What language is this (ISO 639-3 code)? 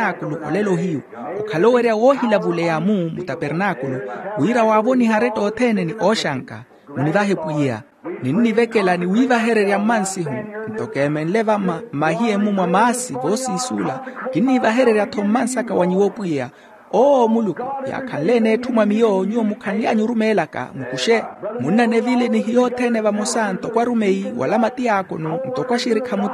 vmw